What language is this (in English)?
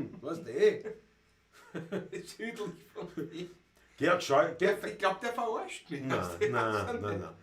Bavarian